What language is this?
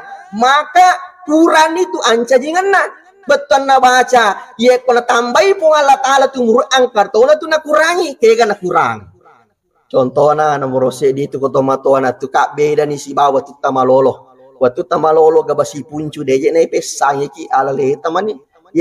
Buginese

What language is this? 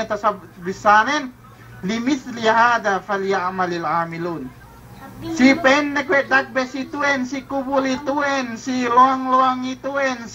Yakan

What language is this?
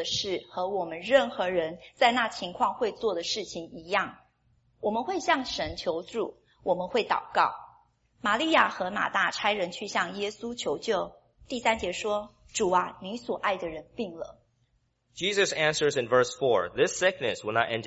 Chinese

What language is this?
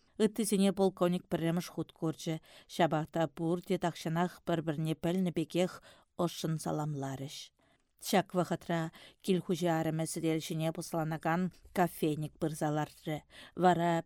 Chuvash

